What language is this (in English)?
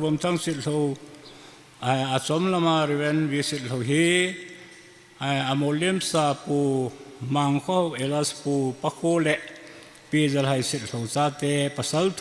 Thado Chin